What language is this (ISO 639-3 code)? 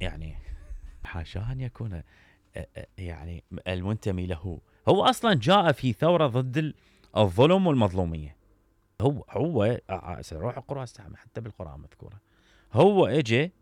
acm